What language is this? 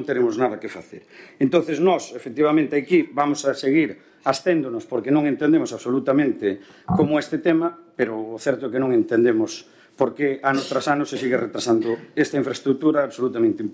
Galician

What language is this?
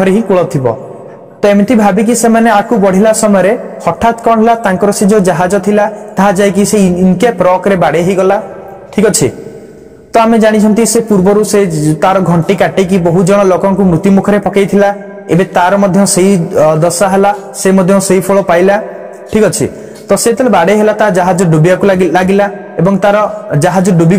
Odia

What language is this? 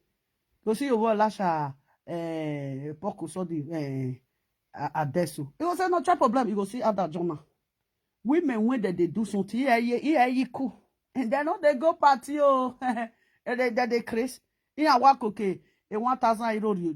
Nigerian Pidgin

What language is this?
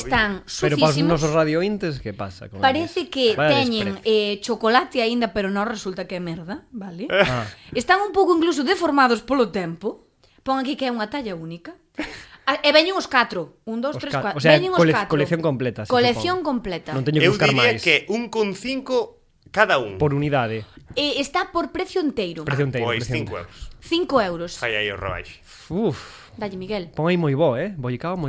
Galician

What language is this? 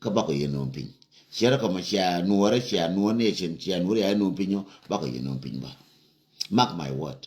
Nuer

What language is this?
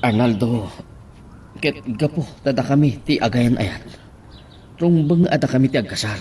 Iloko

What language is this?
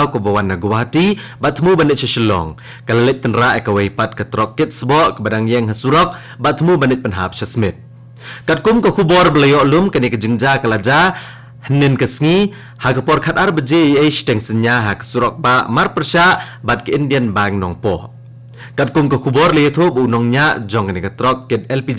Khasi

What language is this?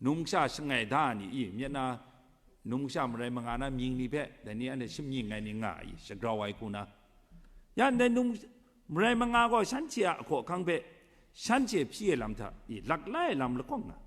Kachin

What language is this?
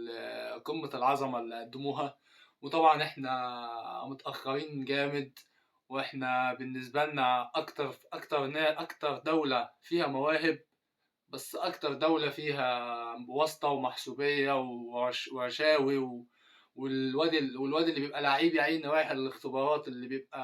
Egyptian Arabic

